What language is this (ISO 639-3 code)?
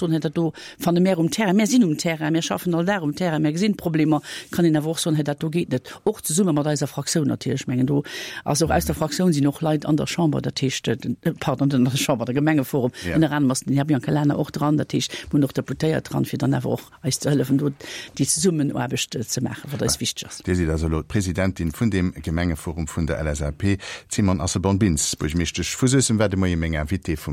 ltz